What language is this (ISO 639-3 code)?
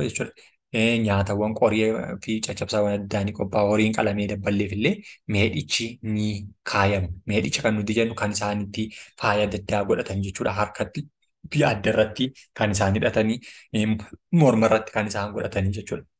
orm